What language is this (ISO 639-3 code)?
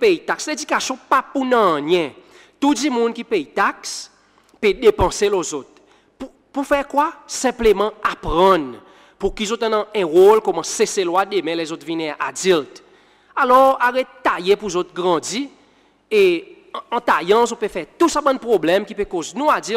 crs